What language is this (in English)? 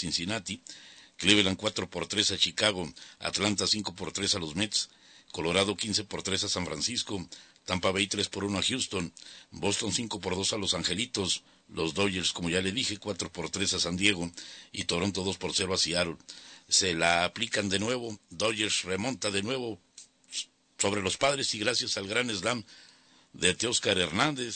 Spanish